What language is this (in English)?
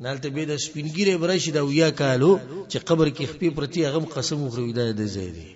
Pashto